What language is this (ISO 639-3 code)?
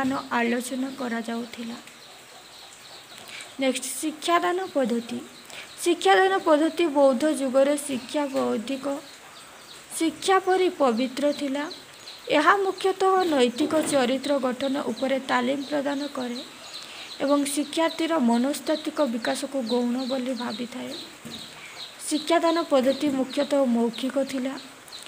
ori